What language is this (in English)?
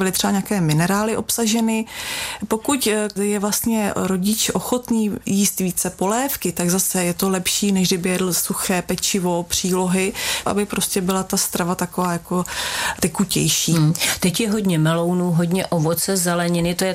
Czech